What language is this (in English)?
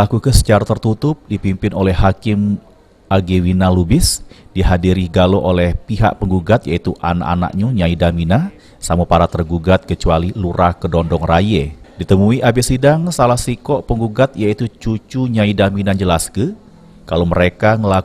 Musi